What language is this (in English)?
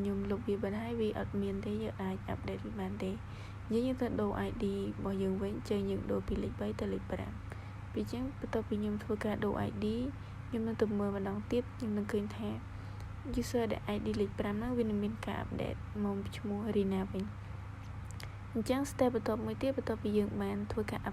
Khmer